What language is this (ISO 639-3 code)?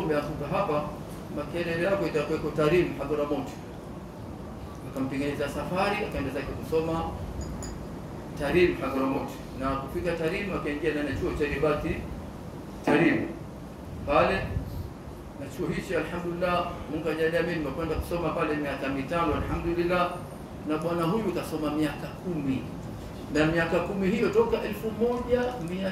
swa